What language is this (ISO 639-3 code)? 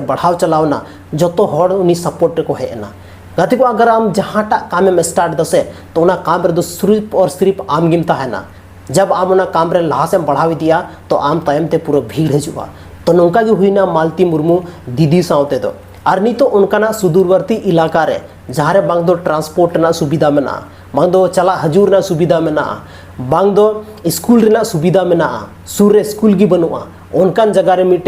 sat